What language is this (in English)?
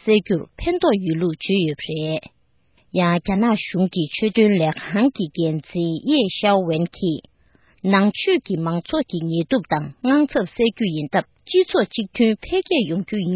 Tibetan